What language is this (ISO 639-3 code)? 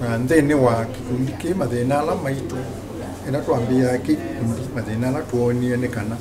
kam